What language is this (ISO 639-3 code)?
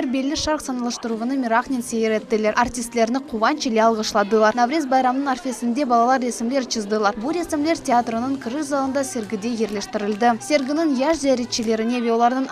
crh